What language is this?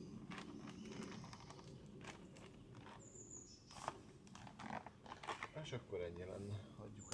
Hungarian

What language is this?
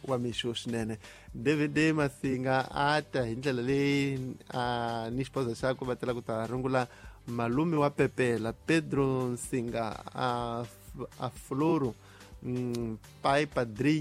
Tsonga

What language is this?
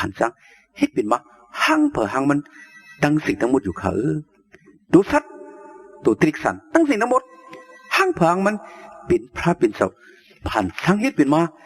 Shan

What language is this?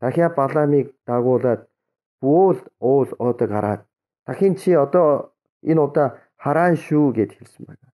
Mongolian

